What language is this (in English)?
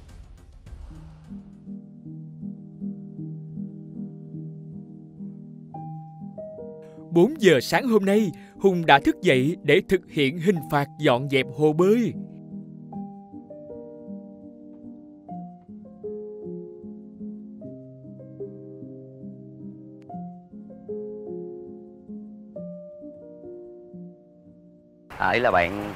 Vietnamese